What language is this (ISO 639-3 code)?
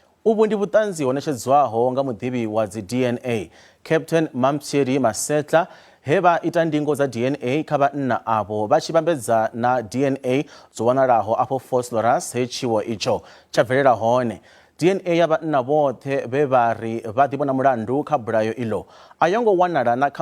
ven